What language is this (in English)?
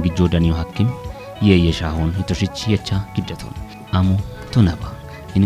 Kafa